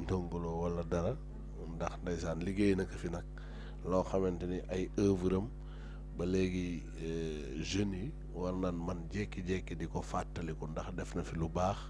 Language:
Wolof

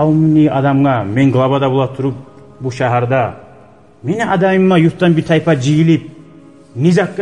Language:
Kumyk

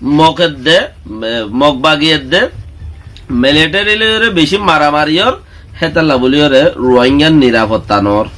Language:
Rohingya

